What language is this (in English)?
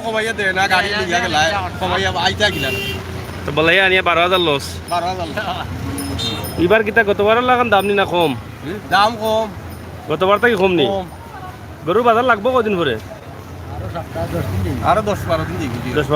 Sylheti